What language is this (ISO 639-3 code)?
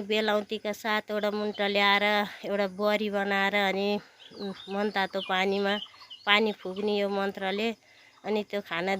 nep